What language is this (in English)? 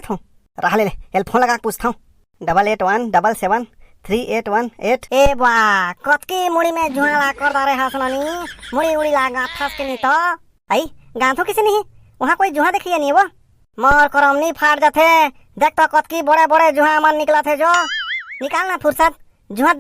Chhattisgarhi